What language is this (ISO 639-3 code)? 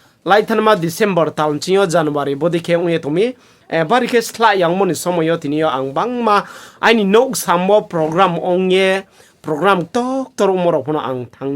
ria